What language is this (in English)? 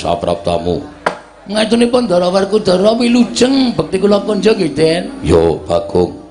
Javanese